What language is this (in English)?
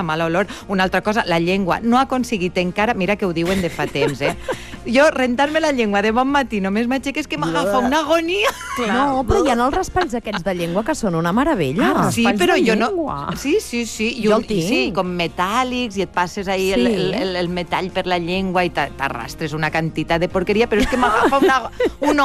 Catalan